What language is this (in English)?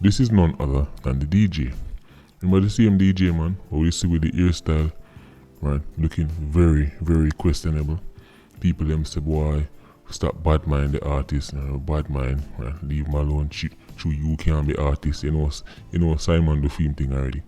Jamaican Creole English